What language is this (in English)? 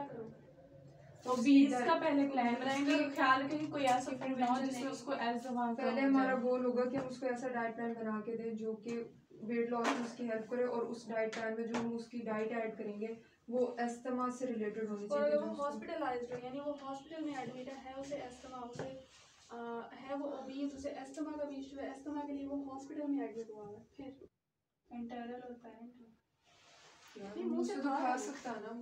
Hindi